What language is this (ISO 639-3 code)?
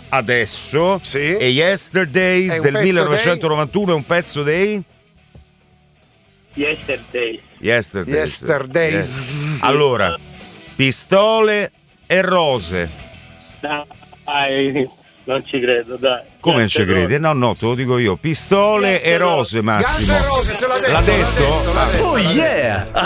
ita